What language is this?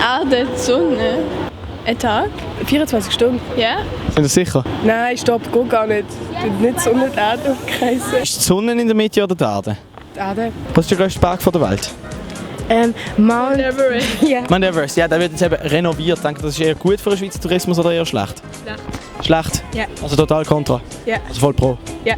Swiss German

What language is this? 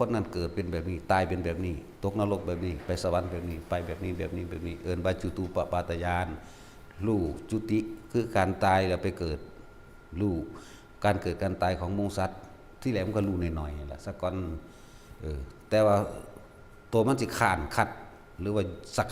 Lao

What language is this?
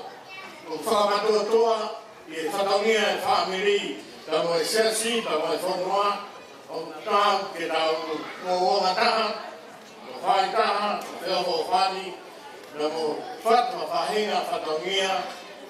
Tongan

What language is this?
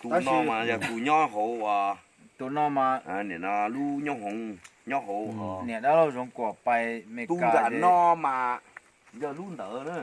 Hmong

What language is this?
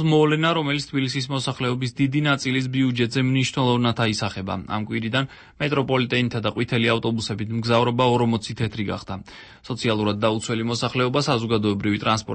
Georgian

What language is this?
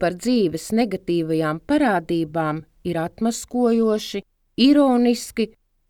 Latvian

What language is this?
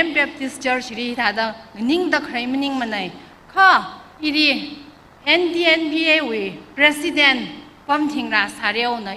Tangkhul Naga (India)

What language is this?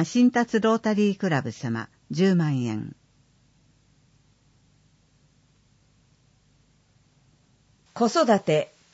Japanese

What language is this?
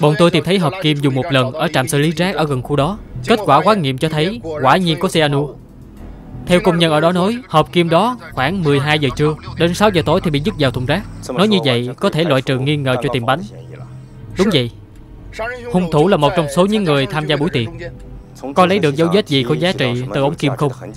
Vietnamese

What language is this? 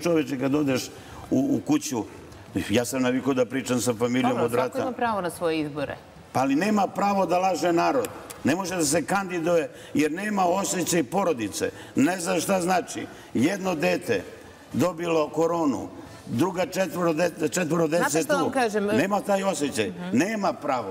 Serbian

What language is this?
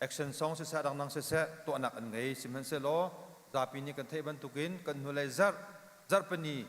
Hakha Chin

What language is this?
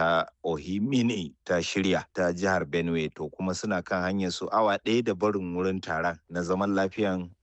Hausa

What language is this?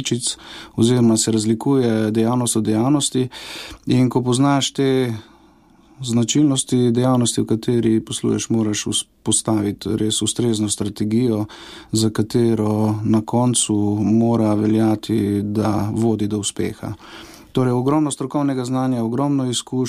Slovenian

